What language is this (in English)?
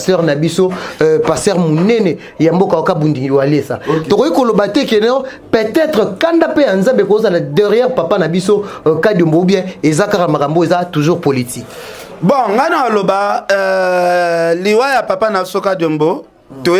Lingala